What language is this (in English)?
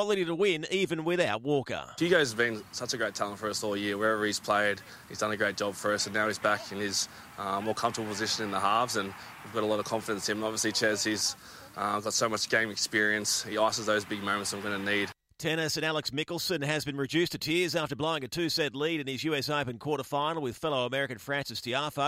English